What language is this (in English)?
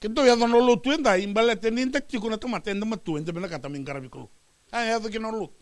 Fijian